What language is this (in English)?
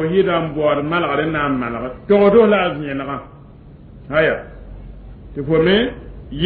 Mossi